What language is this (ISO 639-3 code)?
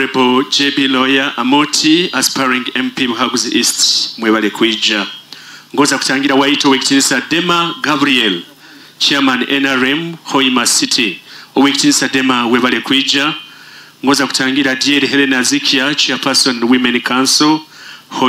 nyo